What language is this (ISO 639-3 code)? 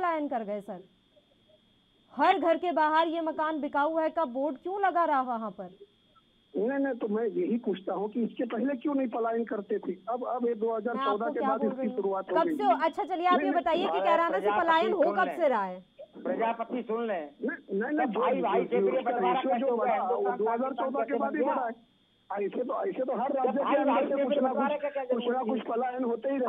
hin